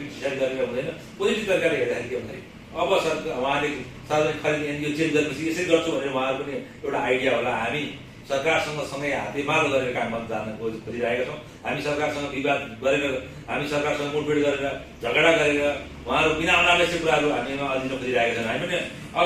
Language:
Nepali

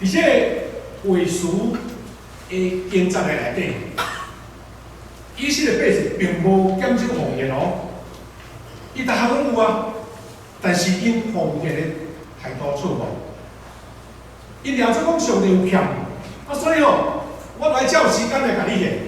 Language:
Min Nan Chinese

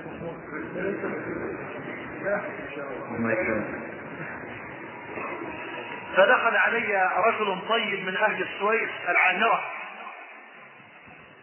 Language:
Arabic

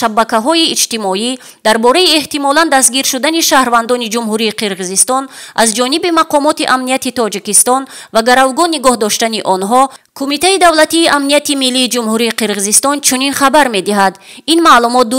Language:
Tajik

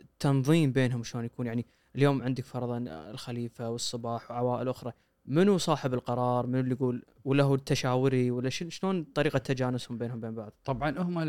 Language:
Gulf Arabic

